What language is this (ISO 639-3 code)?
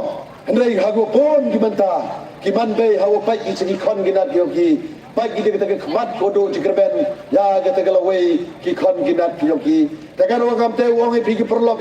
pbv